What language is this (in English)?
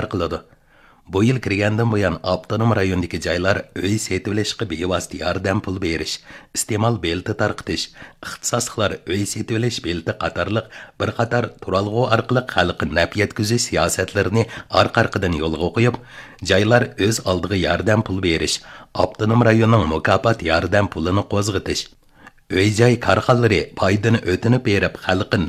Uyghur